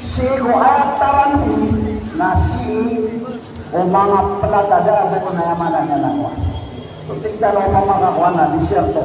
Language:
Maranao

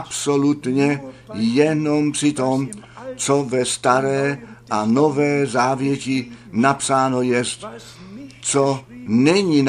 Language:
Czech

